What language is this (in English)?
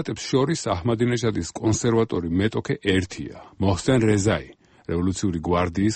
Georgian